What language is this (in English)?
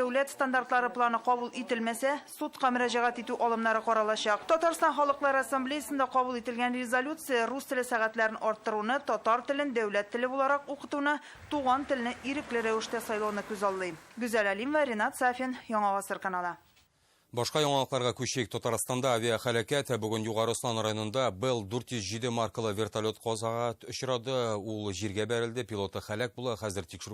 Tatar